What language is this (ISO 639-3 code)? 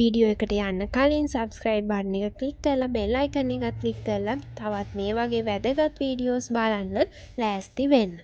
sin